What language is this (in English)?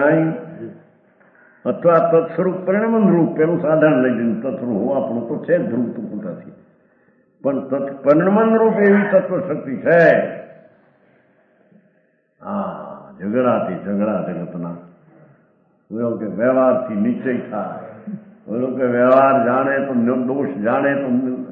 Gujarati